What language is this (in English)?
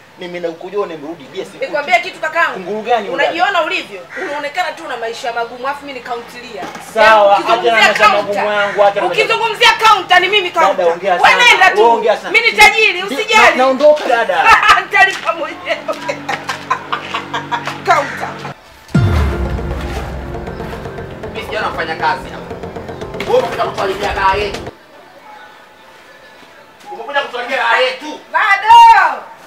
Swahili